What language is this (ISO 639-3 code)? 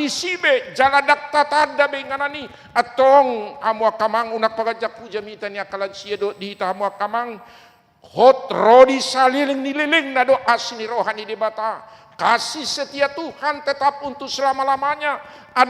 bbc